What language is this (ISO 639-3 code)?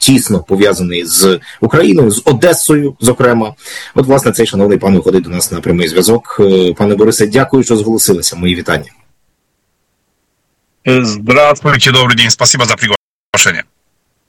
ukr